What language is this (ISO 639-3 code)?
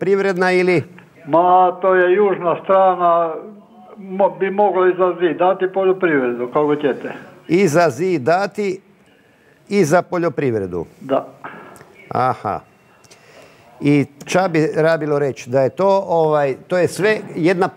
hrv